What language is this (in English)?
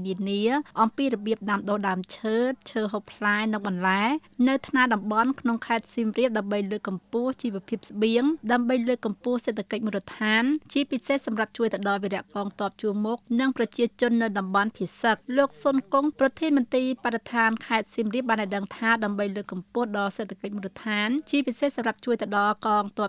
Khmer